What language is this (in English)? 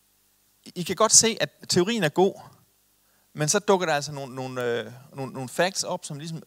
Danish